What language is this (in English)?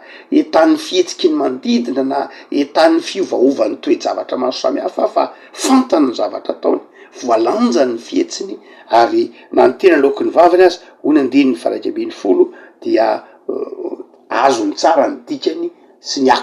Malagasy